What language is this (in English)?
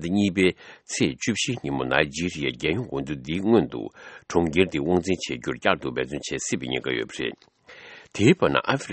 Tibetan